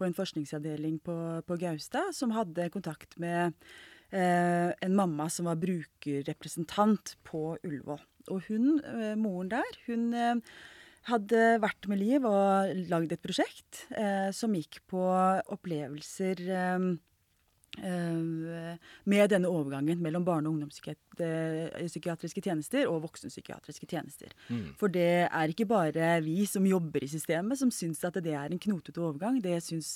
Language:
Norwegian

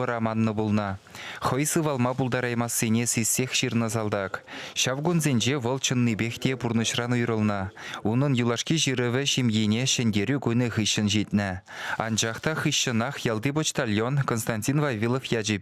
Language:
Chuvash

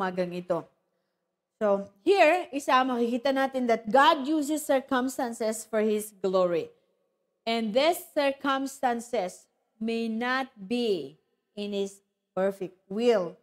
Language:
Filipino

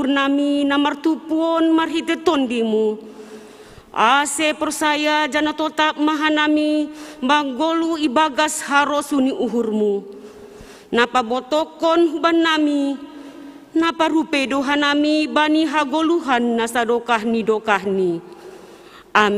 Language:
Batak Simalungun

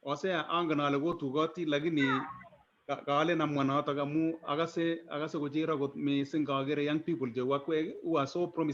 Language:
Kalenjin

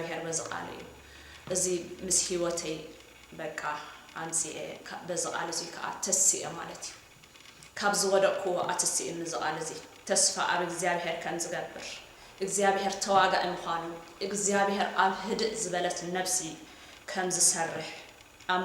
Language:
Tigrinya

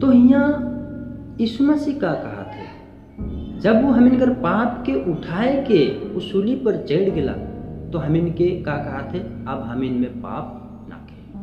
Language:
Sadri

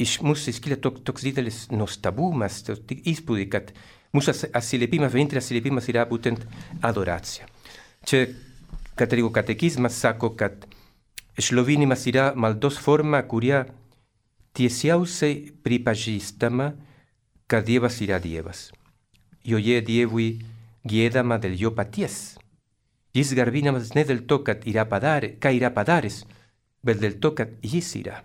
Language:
Lithuanian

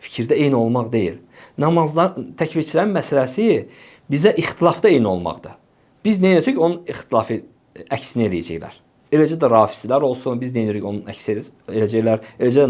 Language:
Azerbaijani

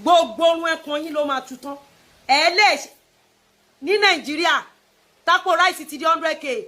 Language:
Yoruba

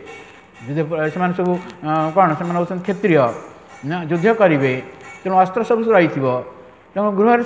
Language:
Odia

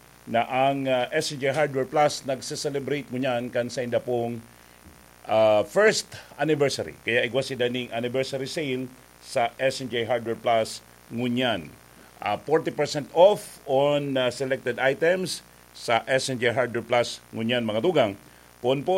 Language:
Bikol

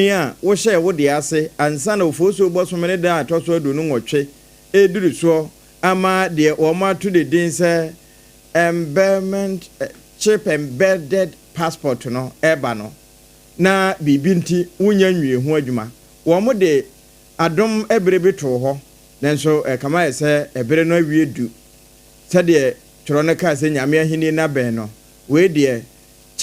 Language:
Akan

